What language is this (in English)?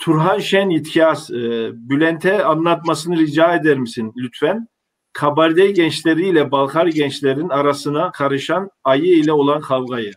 Kabardian